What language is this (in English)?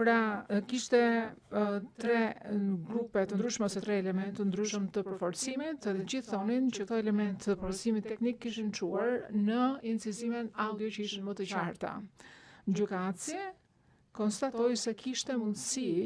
Albanian